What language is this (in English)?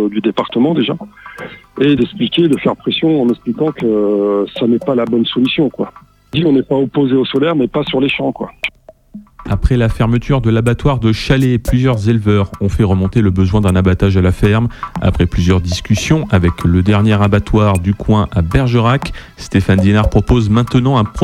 French